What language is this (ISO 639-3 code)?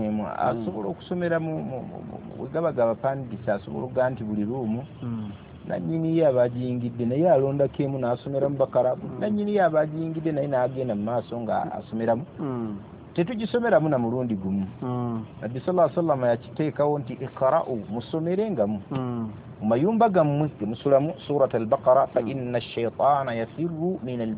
lug